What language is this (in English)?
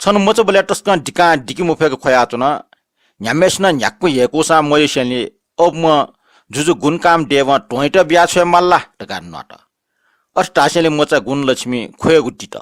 Newari